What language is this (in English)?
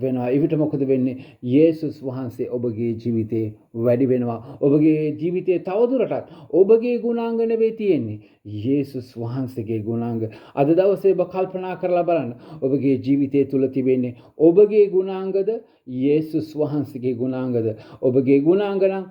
Sinhala